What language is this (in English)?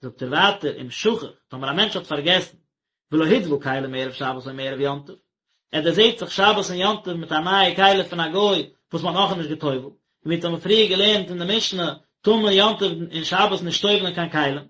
Yiddish